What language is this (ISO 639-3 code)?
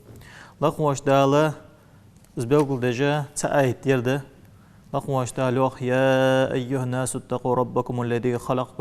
inh